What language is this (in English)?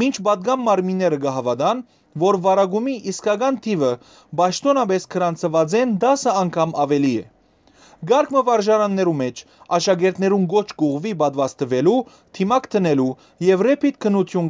Western Armenian